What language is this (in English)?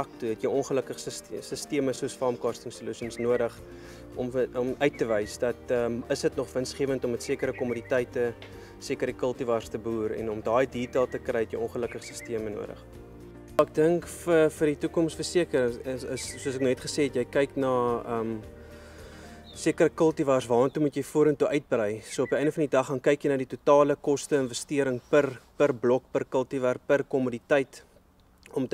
Afrikaans